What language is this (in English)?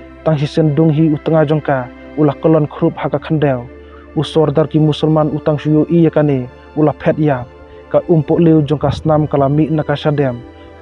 Khasi